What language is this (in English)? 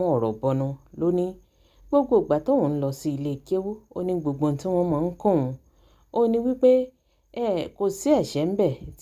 Yoruba